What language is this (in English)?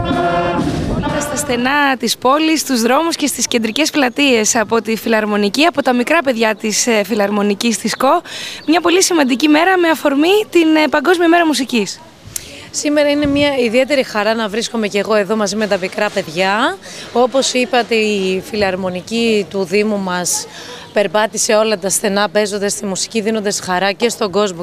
Greek